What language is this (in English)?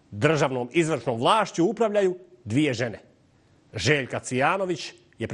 Bosnian